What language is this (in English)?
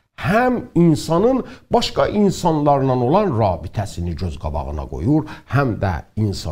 South Azerbaijani